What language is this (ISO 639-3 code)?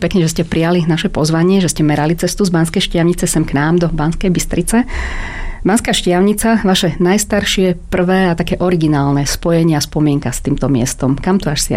slk